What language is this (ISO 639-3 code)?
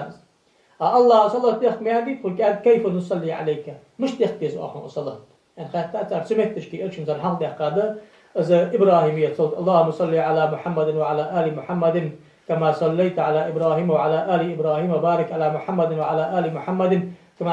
inh